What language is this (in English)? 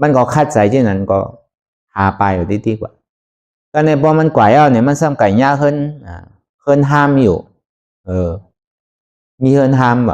Shan